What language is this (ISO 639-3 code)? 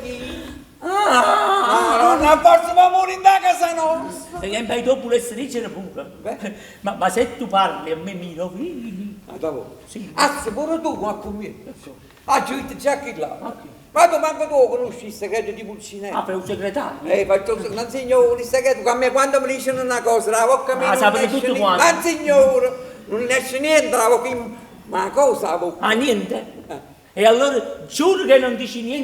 nap